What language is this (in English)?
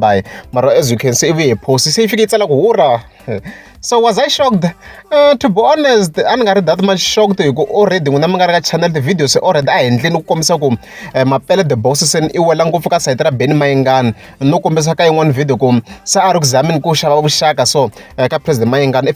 Tsonga